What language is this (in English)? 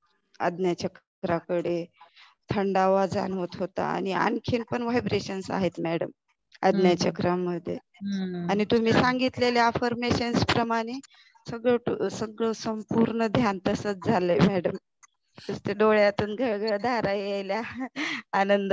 Marathi